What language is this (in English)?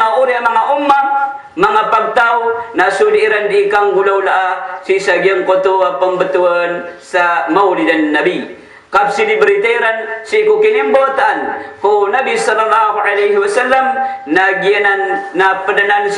Maranao